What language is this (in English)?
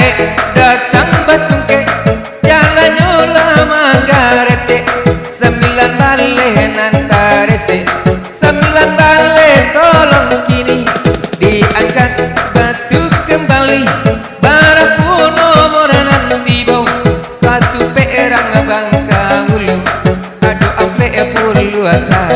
Minangkabau